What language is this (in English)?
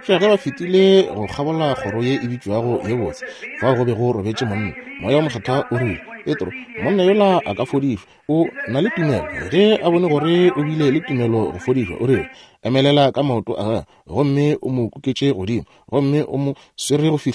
Northern Sotho